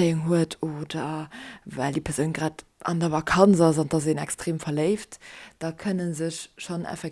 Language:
Luxembourgish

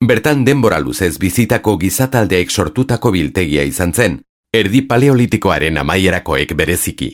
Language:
Basque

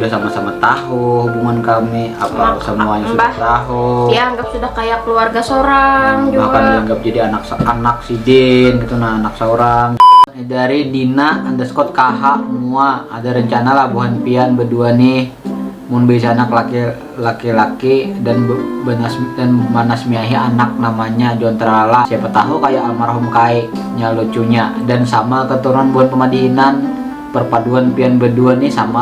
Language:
Banjar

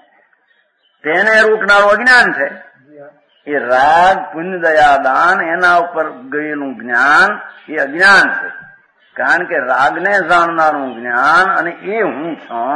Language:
Gujarati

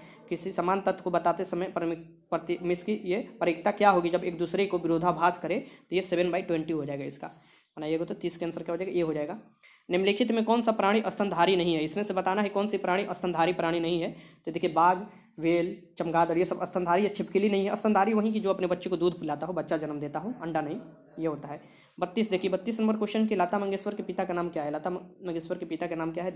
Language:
Hindi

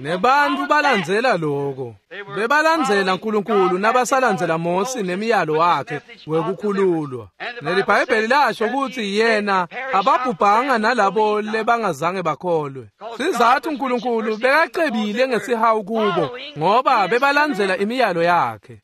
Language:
Swati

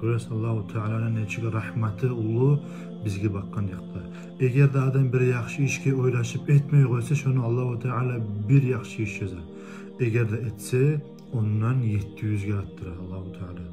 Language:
Kumyk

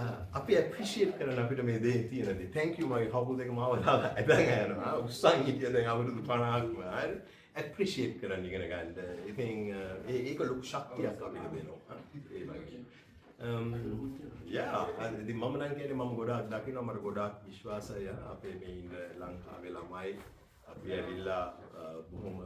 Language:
Sinhala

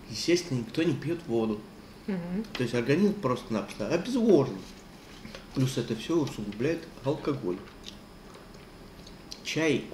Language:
Russian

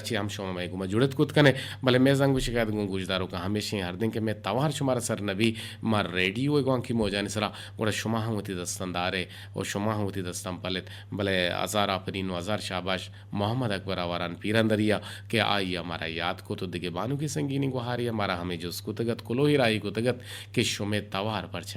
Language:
Eastern Balochi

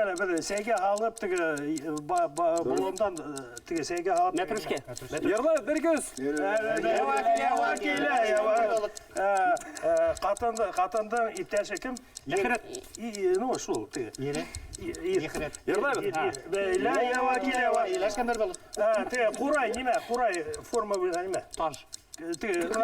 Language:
Bashkir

